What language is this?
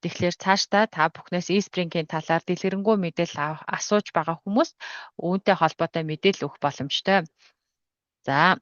Mongolian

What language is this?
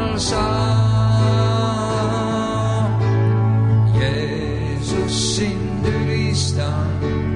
Estonian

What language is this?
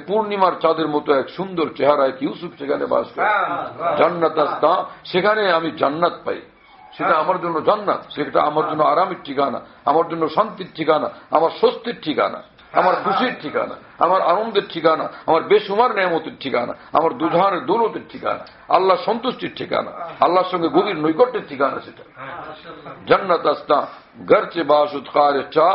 Bangla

